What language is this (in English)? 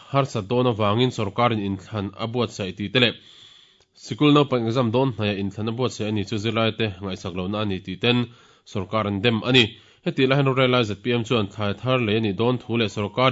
Mizo